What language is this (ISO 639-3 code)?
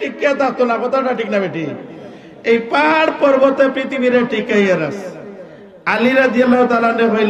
syl